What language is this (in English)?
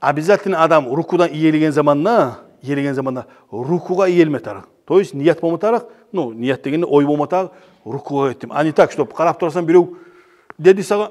Kumyk